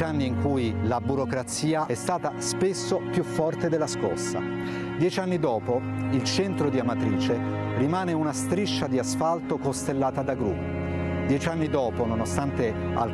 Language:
Italian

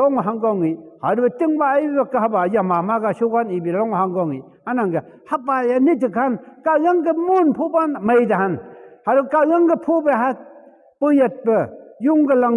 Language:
Phom Naga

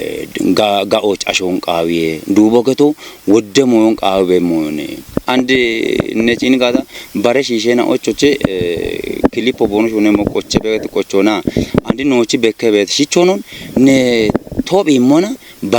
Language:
Kafa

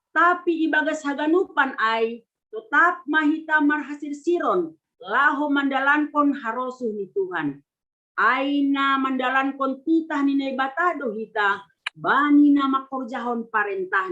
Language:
Batak Simalungun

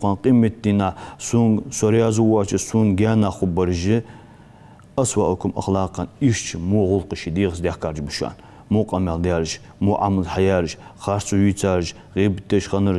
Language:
Ingush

